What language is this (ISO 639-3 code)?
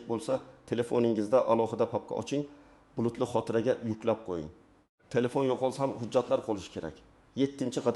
uzb